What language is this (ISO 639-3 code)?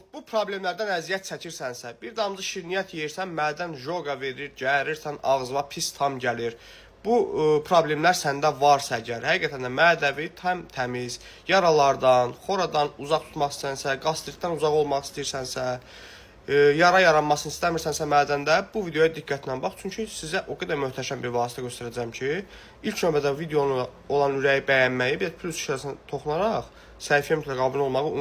aze